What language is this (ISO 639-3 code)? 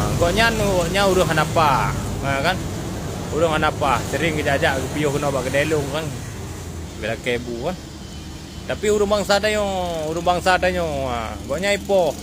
ace